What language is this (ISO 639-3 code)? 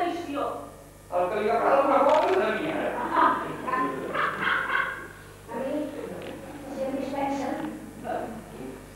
cat